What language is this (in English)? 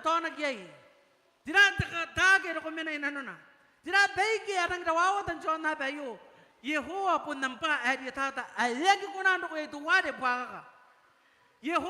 Gilbertese